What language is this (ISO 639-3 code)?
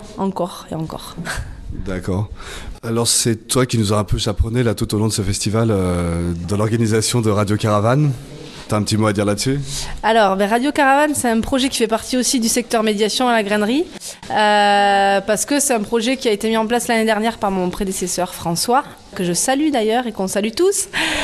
fra